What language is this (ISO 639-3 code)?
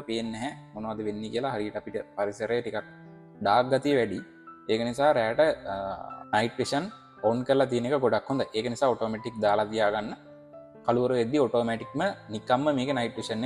sin